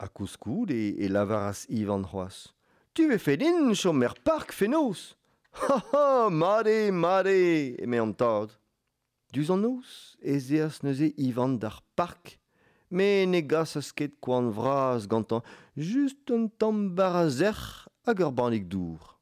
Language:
Breton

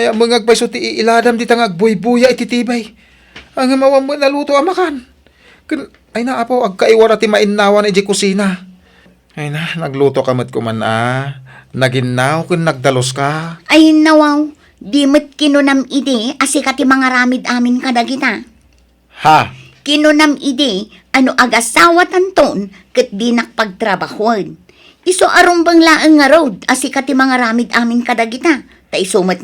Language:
Iloko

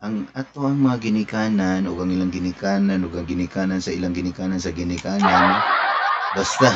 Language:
Cebuano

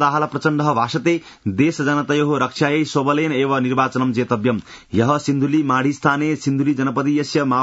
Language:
Sanskrit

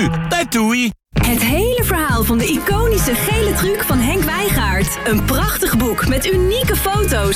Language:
Dutch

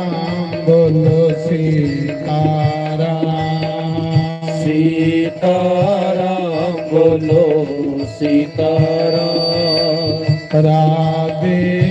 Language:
Dogri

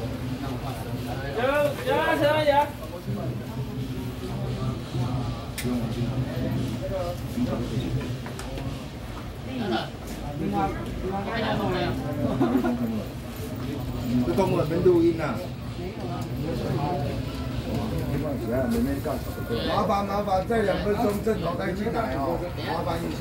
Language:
Chinese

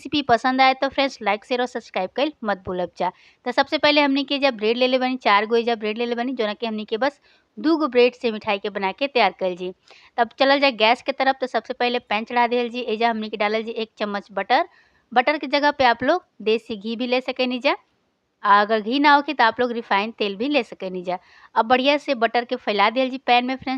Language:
Bhojpuri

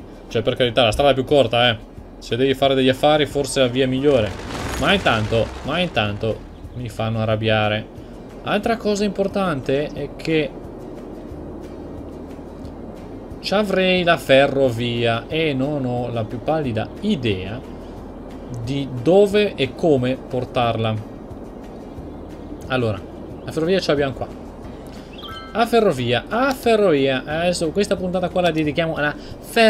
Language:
Italian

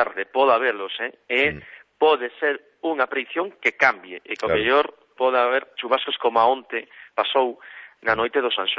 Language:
Galician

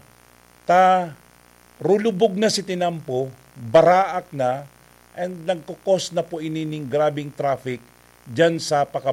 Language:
Bikol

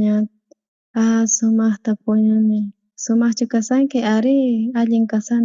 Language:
South Bolivian Quechua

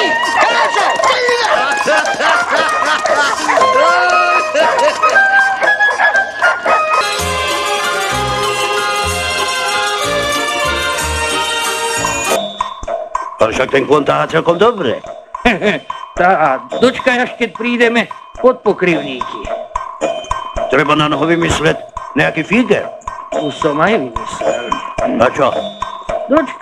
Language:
Slovak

